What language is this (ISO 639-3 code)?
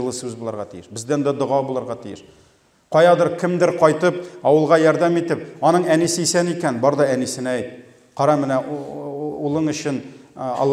tat